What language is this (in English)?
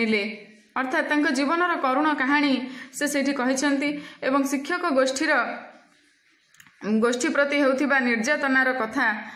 Odia